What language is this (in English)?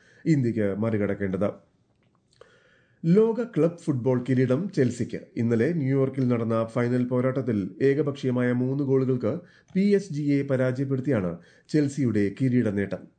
Malayalam